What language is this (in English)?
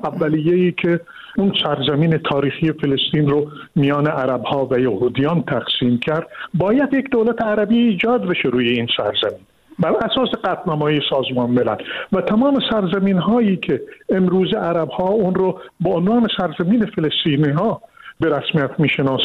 Persian